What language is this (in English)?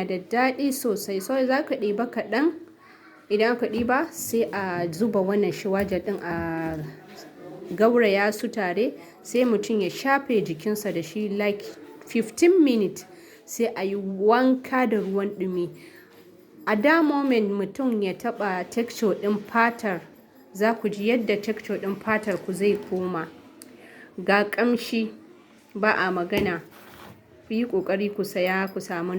Hausa